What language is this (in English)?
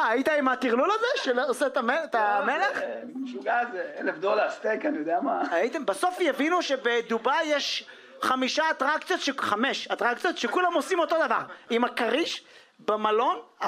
Hebrew